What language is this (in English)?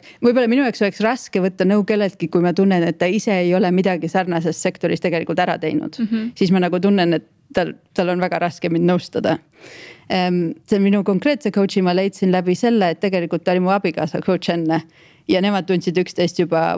Estonian